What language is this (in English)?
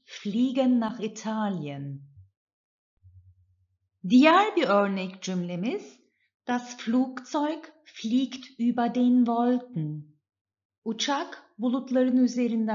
Turkish